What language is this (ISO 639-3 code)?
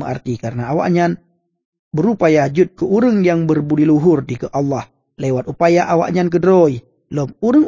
ace